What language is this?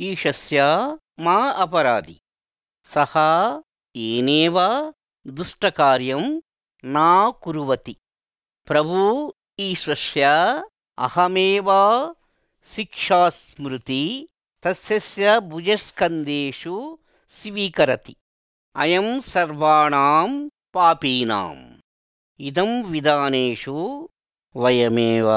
Sanskrit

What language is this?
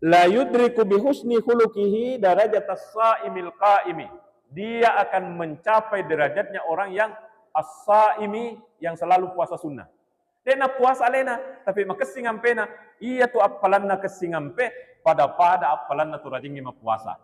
Buginese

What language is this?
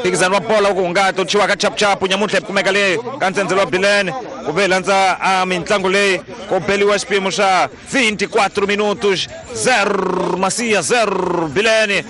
Tsonga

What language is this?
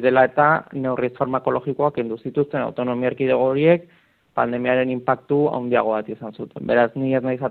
Basque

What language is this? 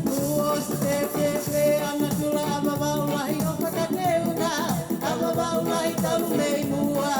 Tongan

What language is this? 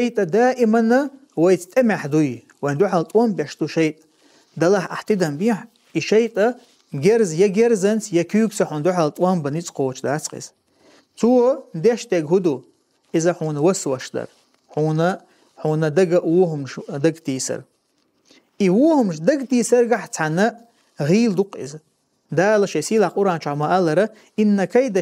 Chechen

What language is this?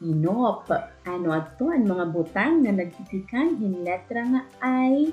Waray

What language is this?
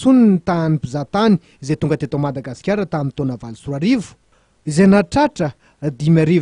Malagasy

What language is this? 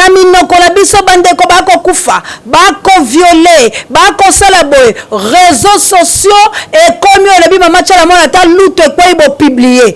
Lingala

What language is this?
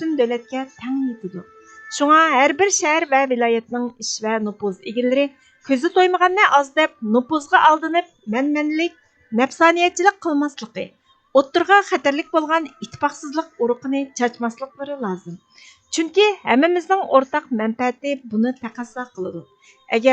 Uyghur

